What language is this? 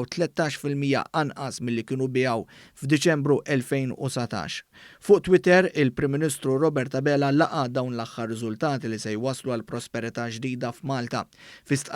Maltese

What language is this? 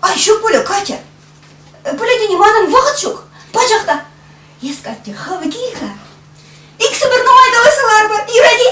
Chuvash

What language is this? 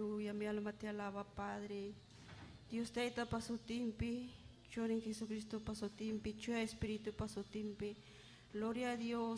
Ayacucho Quechua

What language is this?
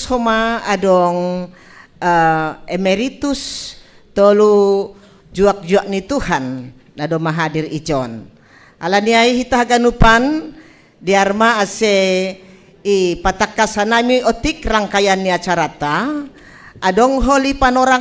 Batak Simalungun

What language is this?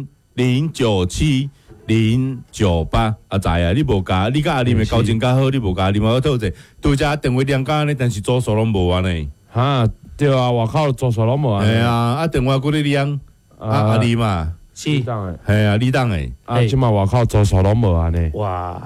Min Nan Chinese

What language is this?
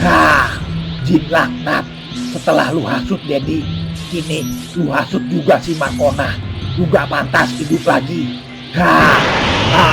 Betawi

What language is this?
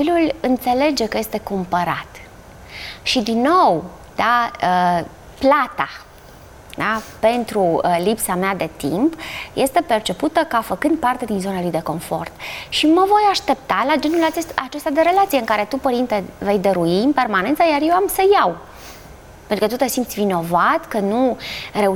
Romanian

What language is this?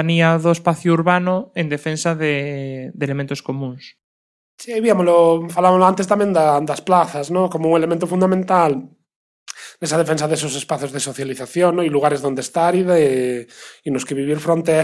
Galician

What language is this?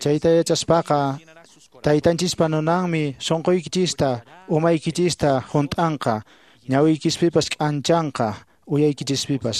Quechua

